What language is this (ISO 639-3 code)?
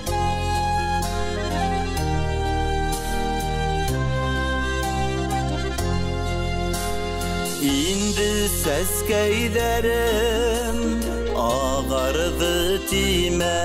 bak